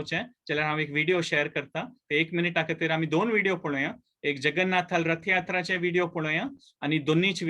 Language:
Konkani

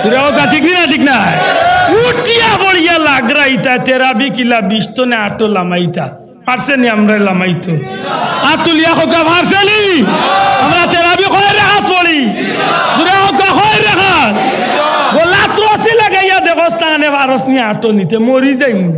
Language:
Sylheti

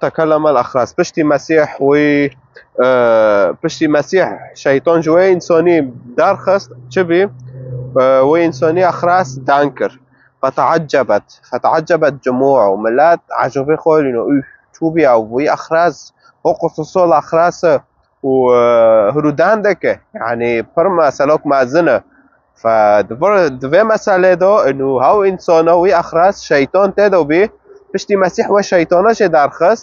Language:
Kurdish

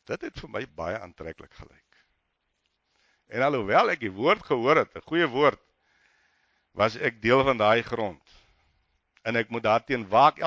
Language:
Afrikaans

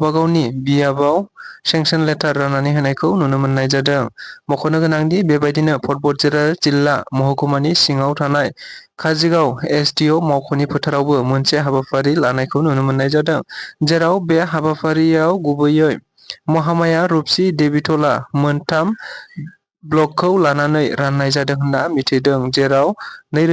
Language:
Bodo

